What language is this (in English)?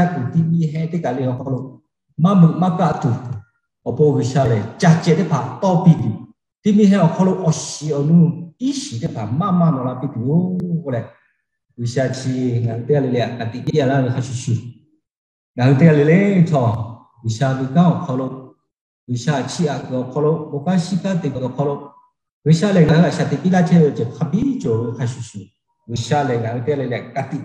Lahu